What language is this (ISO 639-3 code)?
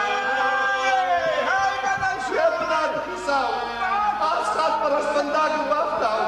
oss